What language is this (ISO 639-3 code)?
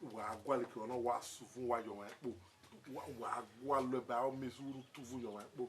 bin